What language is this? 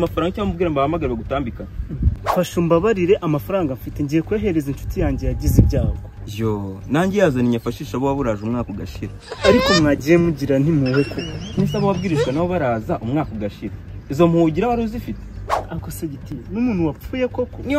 Kinyarwanda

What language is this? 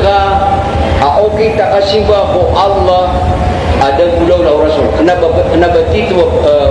Maranao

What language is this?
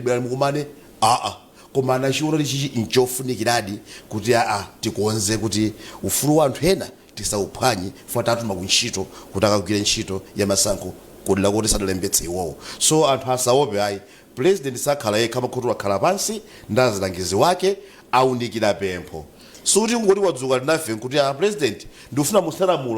Nyanja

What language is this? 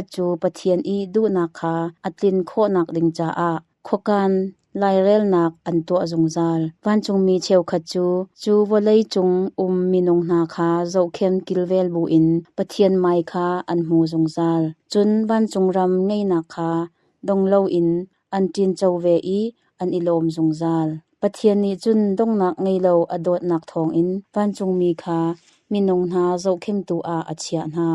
Hakha Chin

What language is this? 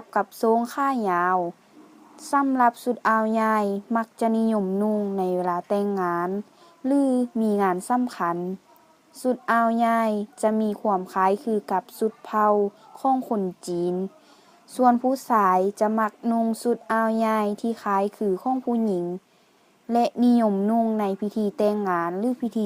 Lao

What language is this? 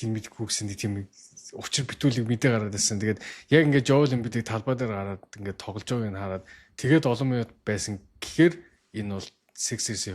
Mongolian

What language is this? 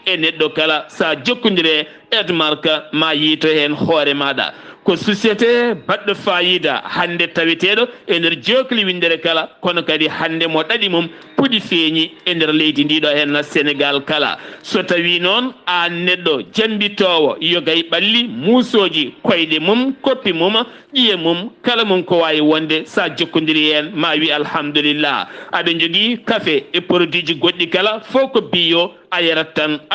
Fula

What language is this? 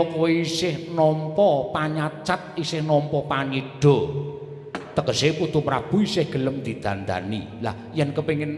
Javanese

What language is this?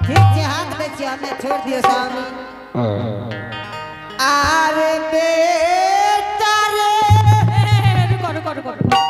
Angika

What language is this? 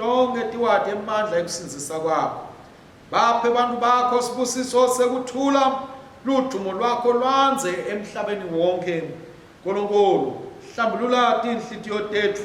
Swati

